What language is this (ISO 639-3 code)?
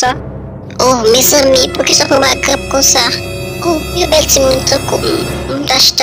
hat